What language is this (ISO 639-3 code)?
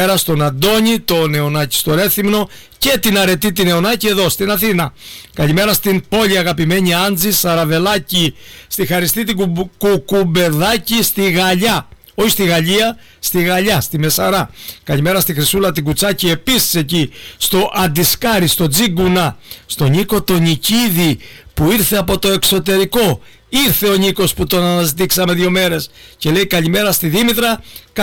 ell